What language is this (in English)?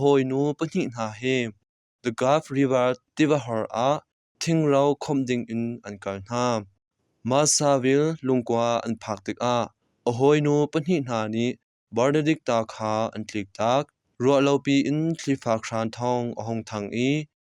Hakha Chin